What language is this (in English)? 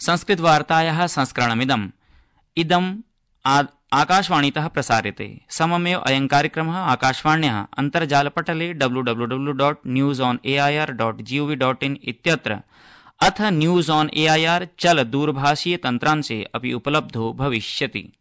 Sanskrit